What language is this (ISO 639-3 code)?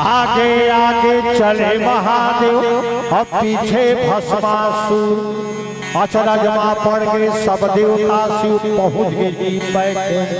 hne